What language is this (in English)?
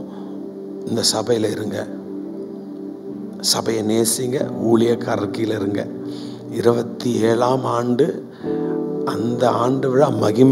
Tamil